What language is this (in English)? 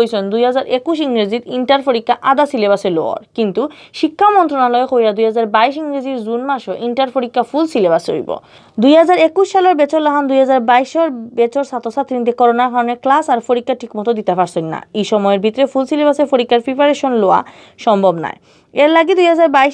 Sylheti